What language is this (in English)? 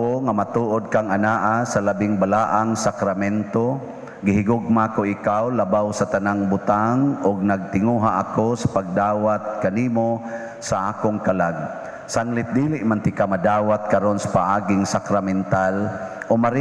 Cebuano